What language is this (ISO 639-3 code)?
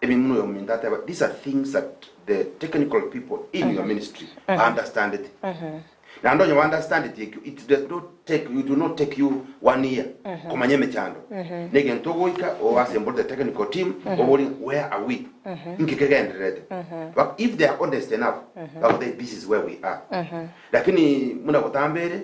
guz